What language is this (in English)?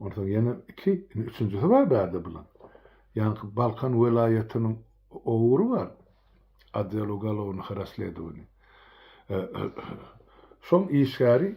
Turkmen